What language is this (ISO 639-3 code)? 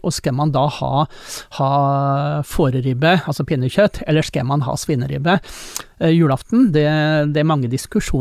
nor